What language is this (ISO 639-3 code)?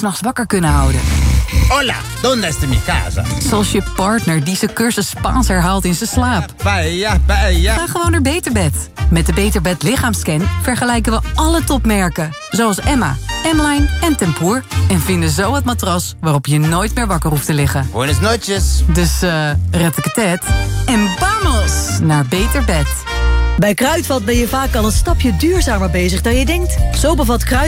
nld